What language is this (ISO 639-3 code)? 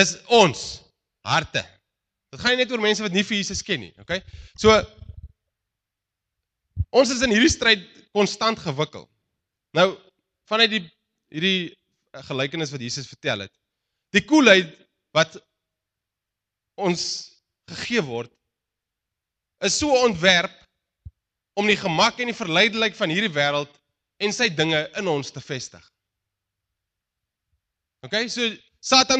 afr